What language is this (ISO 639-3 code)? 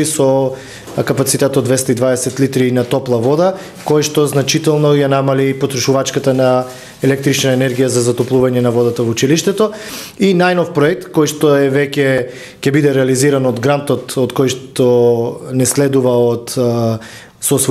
mkd